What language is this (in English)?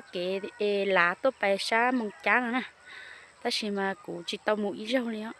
Hmong